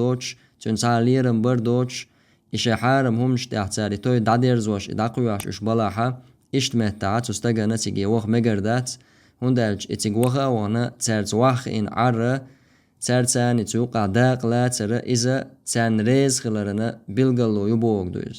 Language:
Chechen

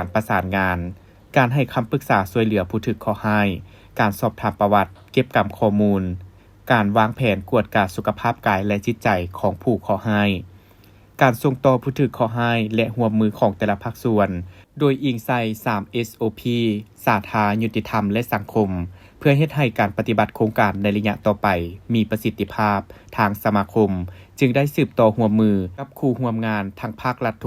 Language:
Lao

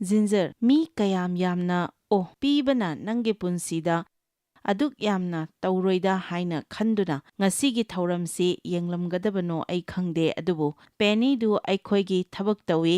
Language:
Manipuri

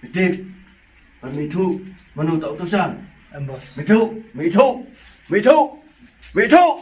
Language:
Khasi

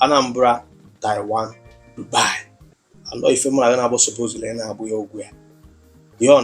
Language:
Igbo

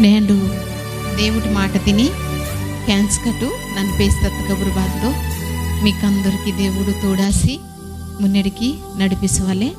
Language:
Koya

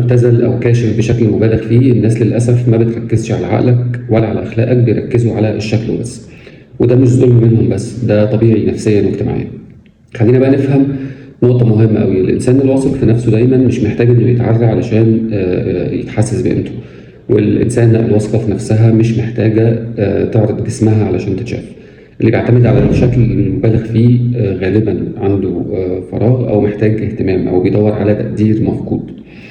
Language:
Egyptian Arabic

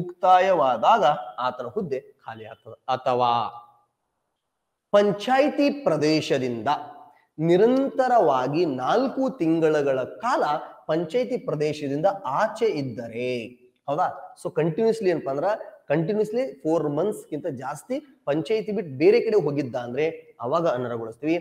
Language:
Kannada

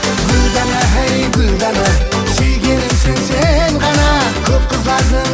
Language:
Kara-Kalpak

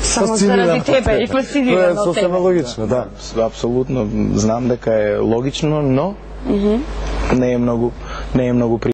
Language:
Macedonian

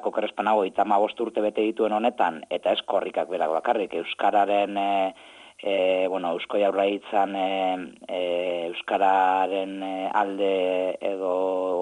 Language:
Basque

